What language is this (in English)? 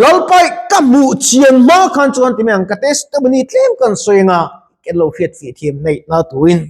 Mizo